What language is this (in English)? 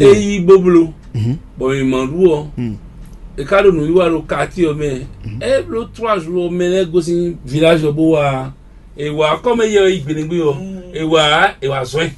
Fon